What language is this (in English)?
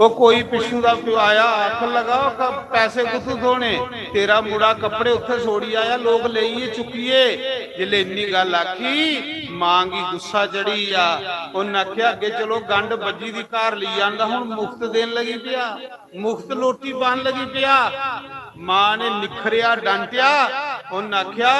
Dogri